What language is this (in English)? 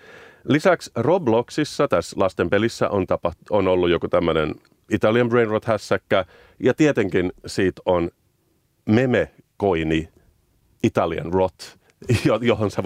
Finnish